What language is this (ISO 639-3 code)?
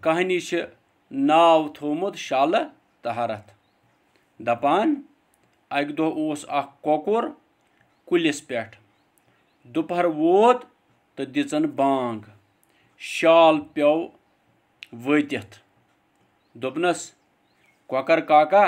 kas